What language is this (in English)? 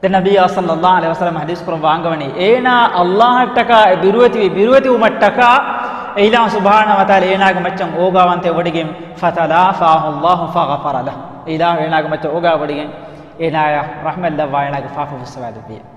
Divehi